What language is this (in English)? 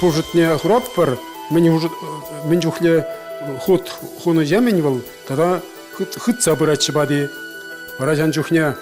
Chuvash